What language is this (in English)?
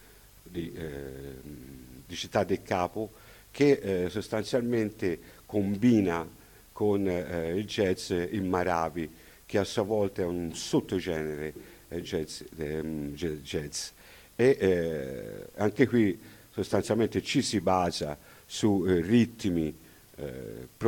Italian